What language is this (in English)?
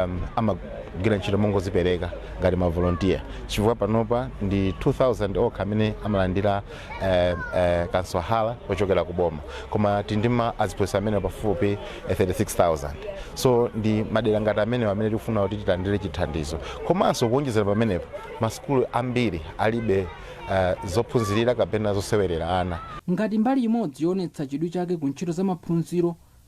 Nyanja